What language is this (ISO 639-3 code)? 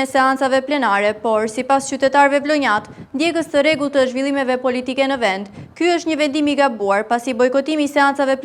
sqi